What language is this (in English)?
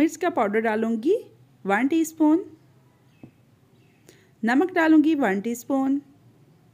Hindi